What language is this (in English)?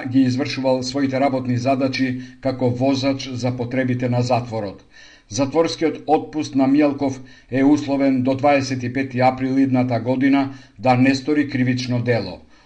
Macedonian